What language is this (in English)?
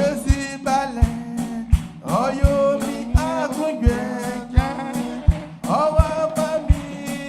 Baoulé